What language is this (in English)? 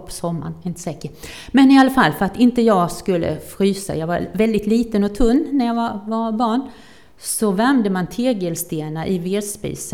Swedish